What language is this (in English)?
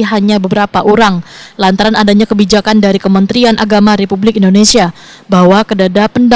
Banjar